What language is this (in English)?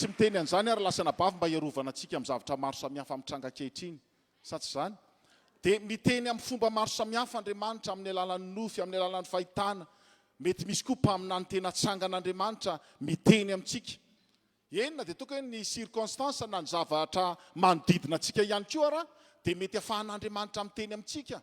Malagasy